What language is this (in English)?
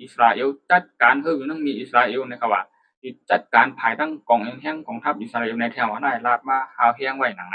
Shan